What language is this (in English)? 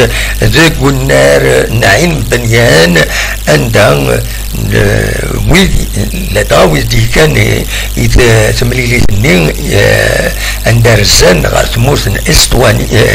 Kabyle